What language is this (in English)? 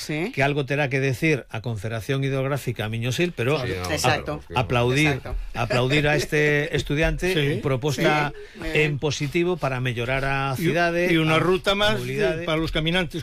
Galician